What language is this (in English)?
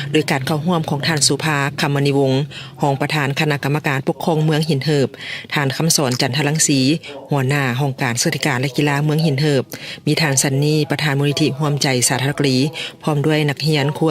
Lao